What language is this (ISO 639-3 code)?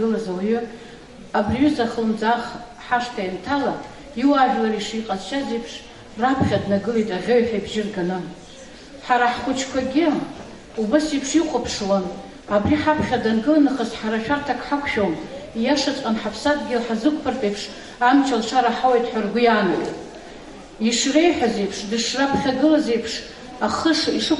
abk